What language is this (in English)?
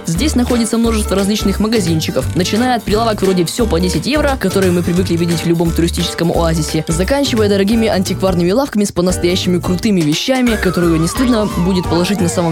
Russian